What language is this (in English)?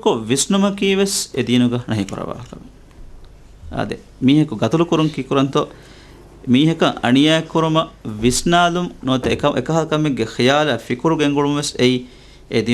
Divehi